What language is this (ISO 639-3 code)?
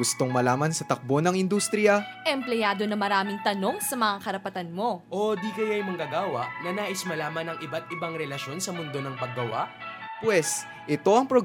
fil